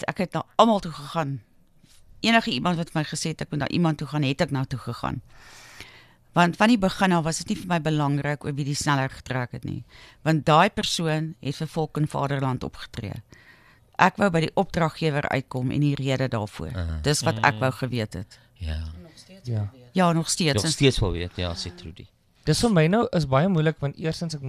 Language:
Afrikaans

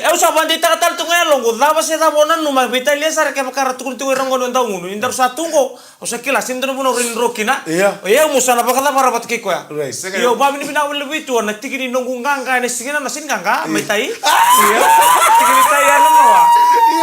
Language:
Fijian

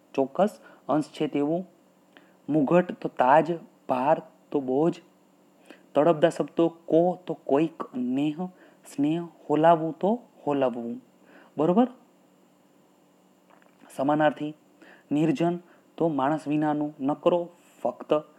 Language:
Gujarati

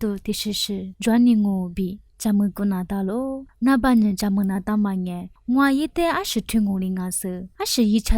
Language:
Lisu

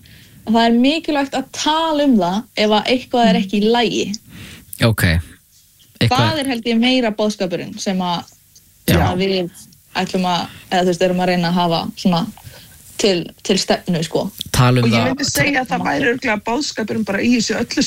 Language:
Icelandic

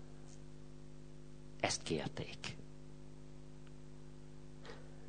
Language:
Hungarian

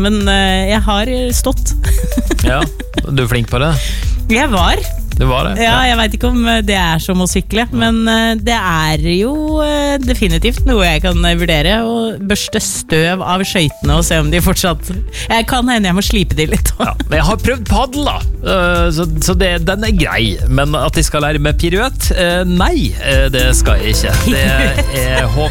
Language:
Norwegian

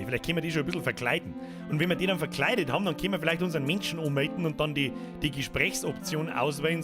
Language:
Bavarian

